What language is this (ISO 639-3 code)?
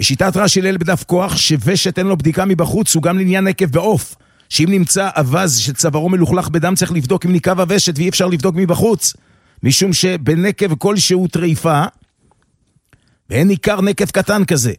heb